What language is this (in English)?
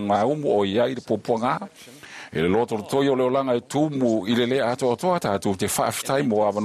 Samoan